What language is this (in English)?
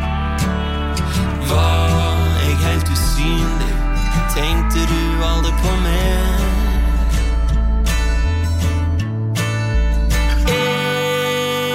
Norwegian